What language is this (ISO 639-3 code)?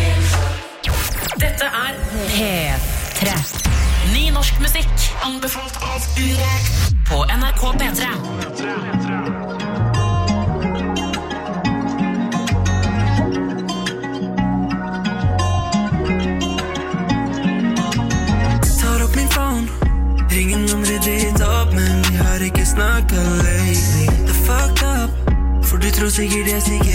nor